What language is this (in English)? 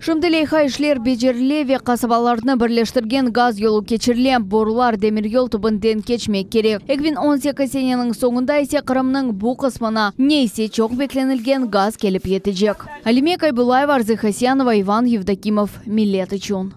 Crimean Tatar